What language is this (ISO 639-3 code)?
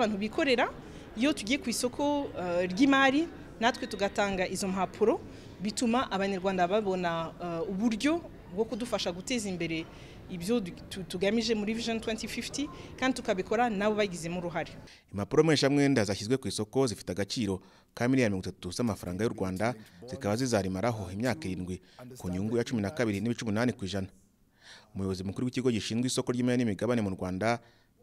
kin